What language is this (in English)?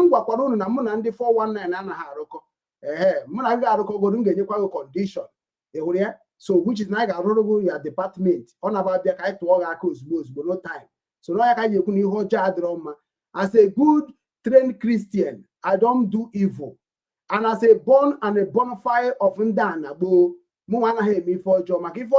Igbo